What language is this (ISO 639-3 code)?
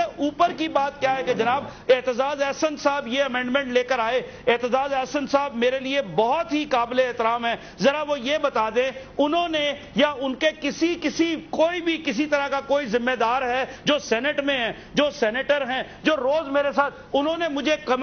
urd